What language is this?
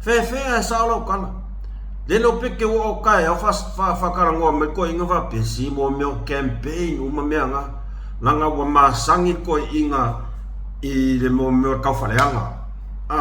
Samoan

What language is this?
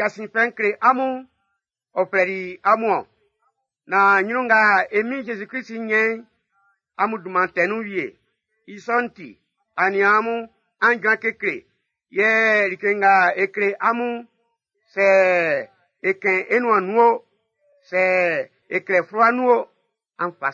Baoulé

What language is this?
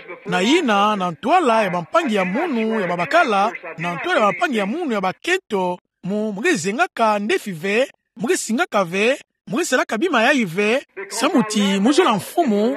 Kituba (Democratic Republic of Congo)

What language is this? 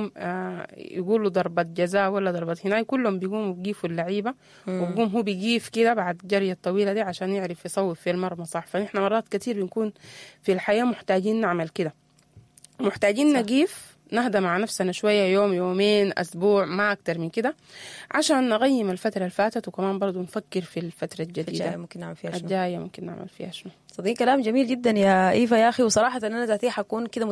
Sudanese Arabic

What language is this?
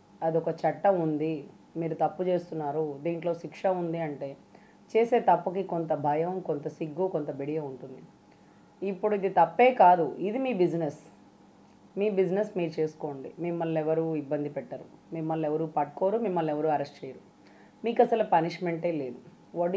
Telugu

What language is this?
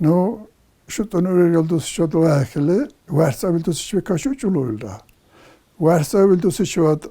Dargwa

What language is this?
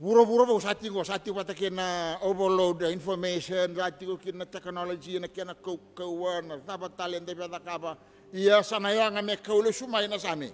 Fijian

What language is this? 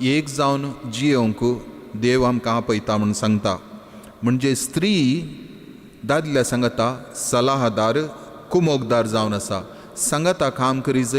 Konkani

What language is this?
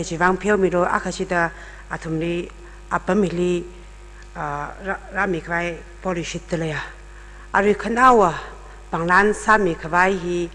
Tangkhul Naga (India)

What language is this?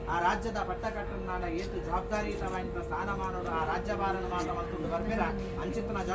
Tulu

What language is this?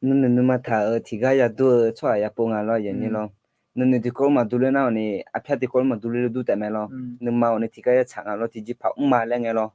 Akha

